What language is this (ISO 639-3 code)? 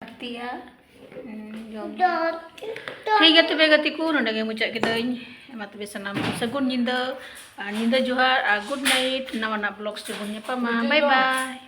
sat